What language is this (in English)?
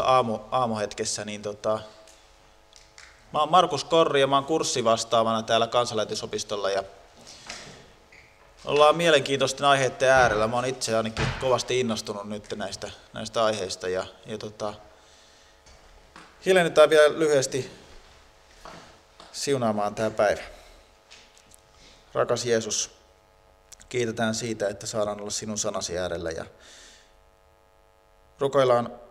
Finnish